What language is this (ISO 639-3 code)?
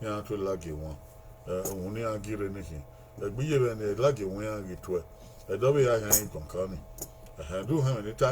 bin